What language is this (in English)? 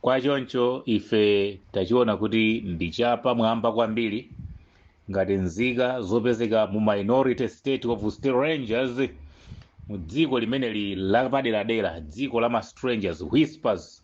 Nyanja